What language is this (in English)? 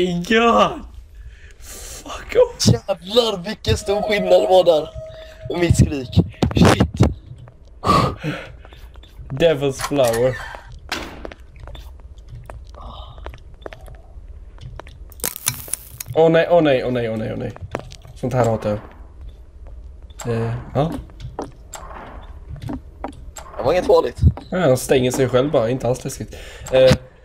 Swedish